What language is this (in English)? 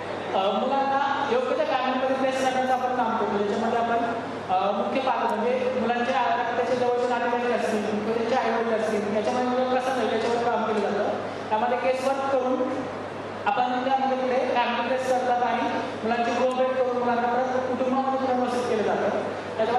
Marathi